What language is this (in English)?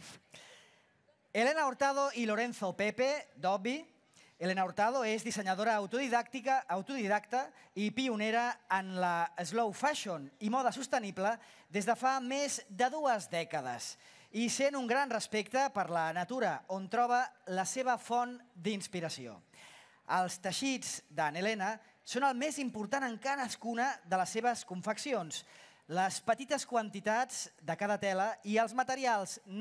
Catalan